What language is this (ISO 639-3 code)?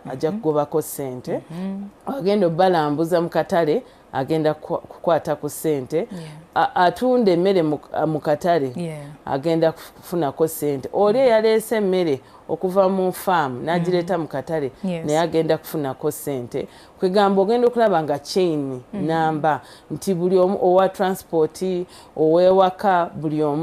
lug